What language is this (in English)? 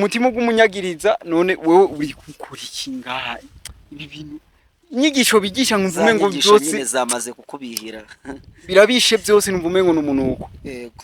Rundi